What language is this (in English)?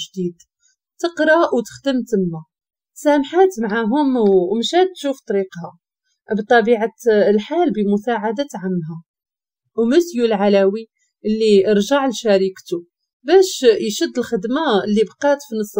Moroccan Arabic